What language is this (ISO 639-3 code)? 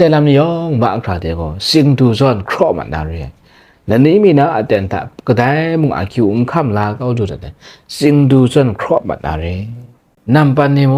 kac